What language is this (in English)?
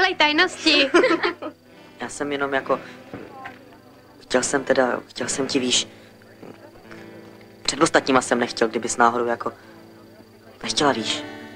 Czech